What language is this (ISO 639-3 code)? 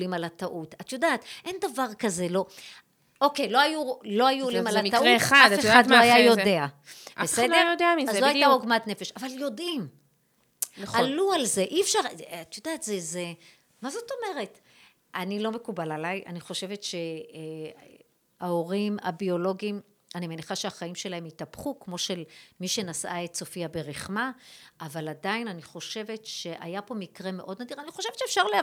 heb